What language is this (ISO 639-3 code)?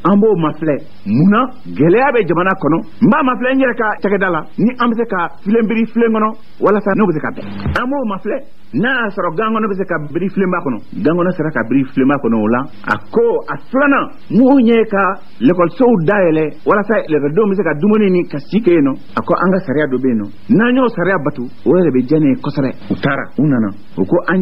bam